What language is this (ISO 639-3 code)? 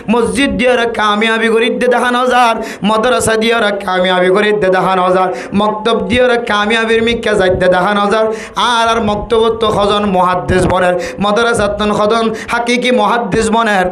rhg